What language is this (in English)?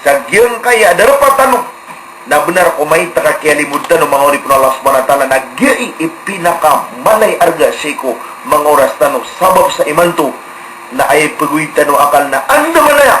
Maranao